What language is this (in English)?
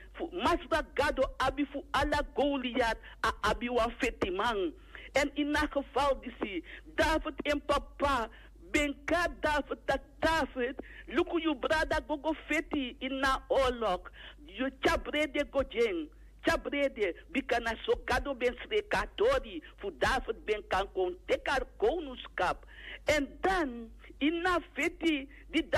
Sranan Tongo